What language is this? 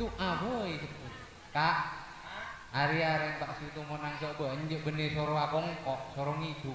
Madurese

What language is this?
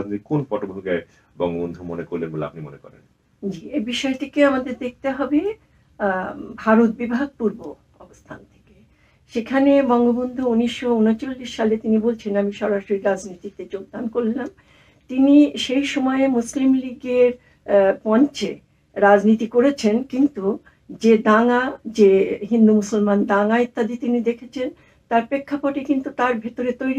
Bangla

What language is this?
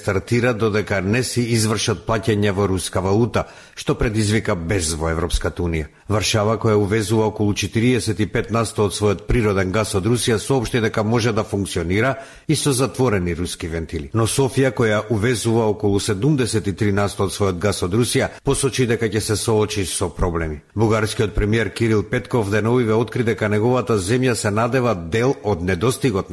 Macedonian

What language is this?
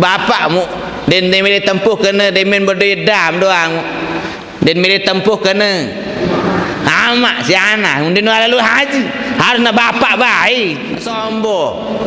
Sasak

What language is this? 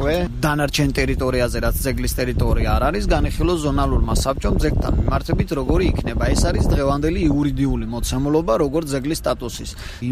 Georgian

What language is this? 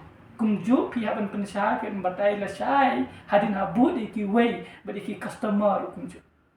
Khasi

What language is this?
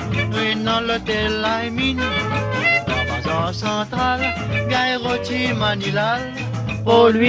Morisyen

